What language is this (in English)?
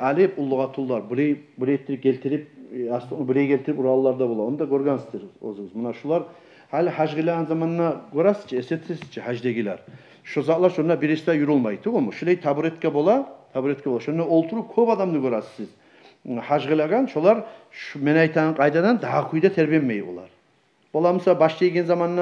Kumyk